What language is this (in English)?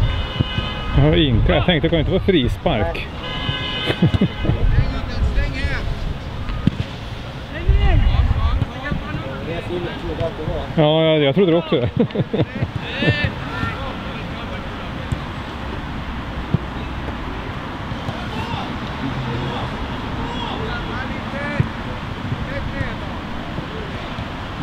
Swedish